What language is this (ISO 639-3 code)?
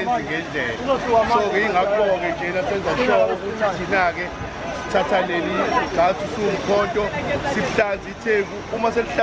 zul